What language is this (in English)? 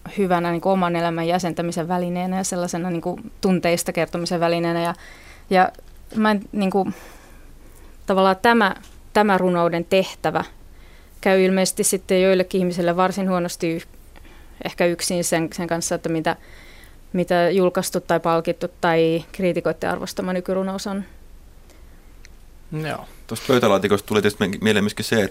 Finnish